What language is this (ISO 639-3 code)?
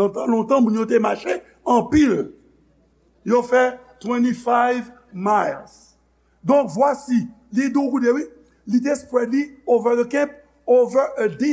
hat